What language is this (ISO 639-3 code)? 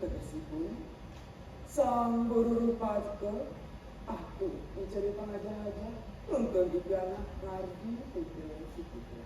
ban